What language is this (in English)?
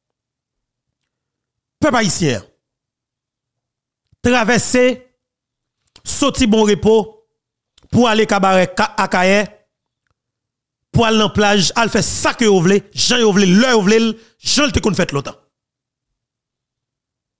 Haitian Creole